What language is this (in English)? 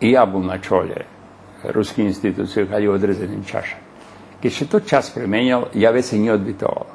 Rusyn